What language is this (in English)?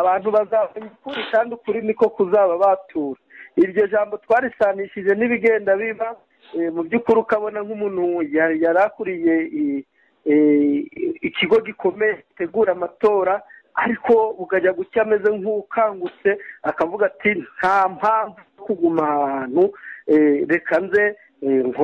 Kinyarwanda